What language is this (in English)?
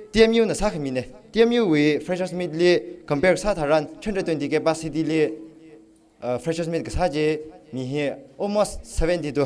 Tangkhul Naga (India)